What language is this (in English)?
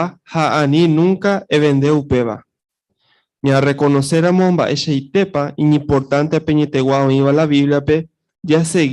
Guarani